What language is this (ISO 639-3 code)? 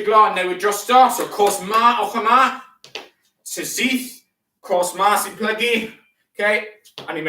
cym